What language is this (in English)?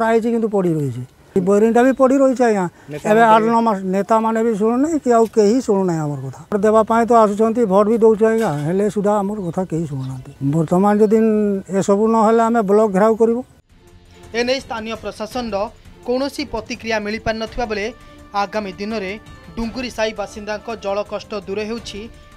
Odia